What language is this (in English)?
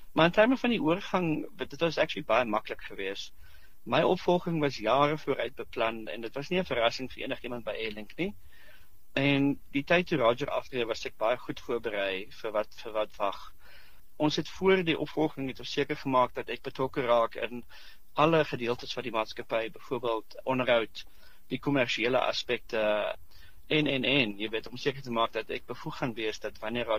Afrikaans